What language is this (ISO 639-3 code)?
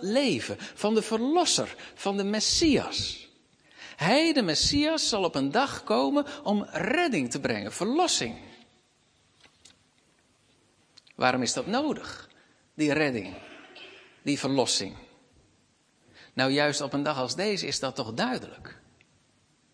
nld